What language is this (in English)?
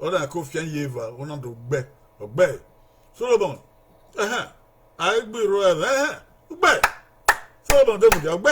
Bini